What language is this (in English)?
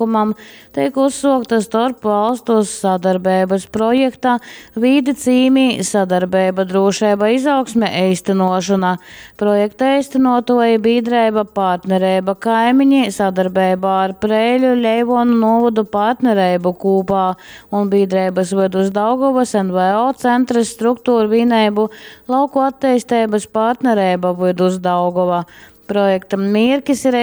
Latgalian